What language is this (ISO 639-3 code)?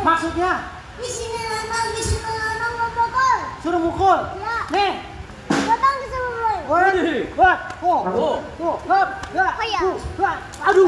bew